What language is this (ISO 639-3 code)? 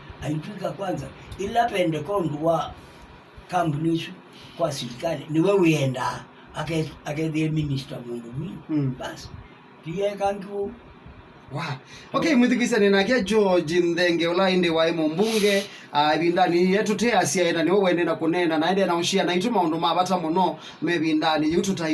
kam